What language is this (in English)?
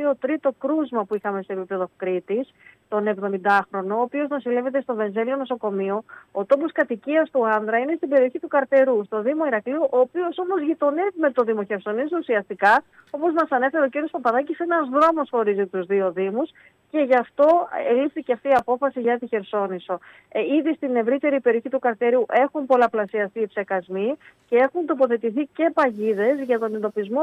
Greek